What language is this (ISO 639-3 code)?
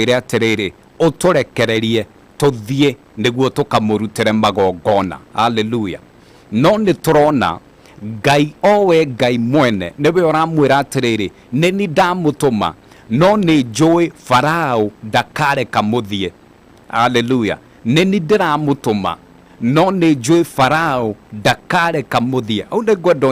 kik